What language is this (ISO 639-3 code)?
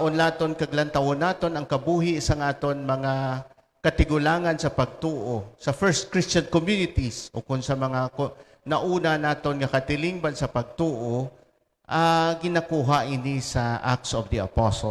hil